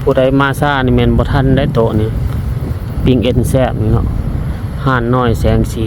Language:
Lao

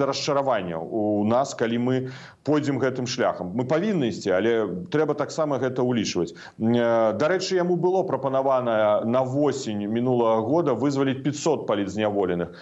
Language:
Belarusian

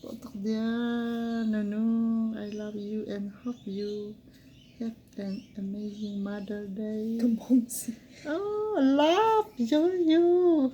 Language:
Hakha Chin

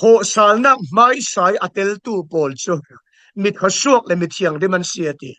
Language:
Falam Chin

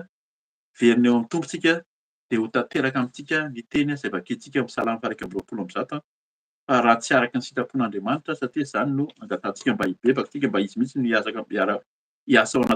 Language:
Malagasy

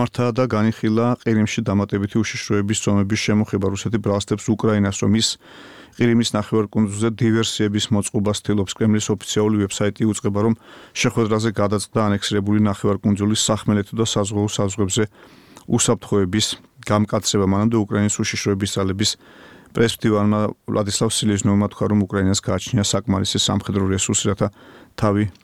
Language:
Georgian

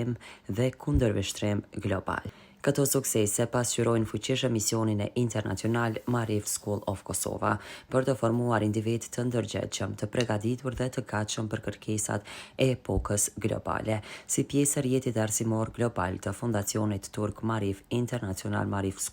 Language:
Albanian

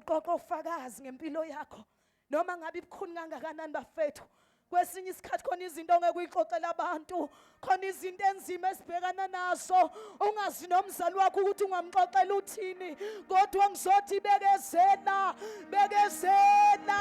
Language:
Zulu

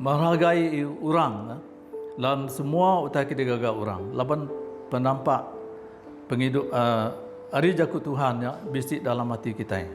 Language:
Iban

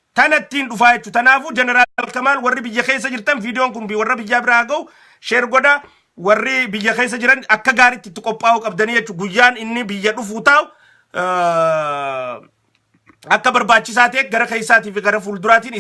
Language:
Oromo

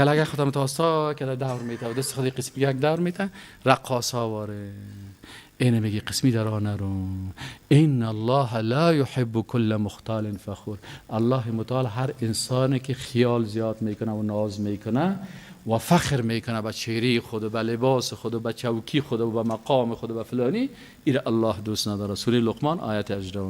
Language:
Persian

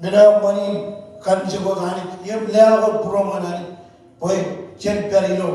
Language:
Marshallese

